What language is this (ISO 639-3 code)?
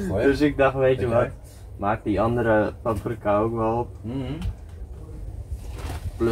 nld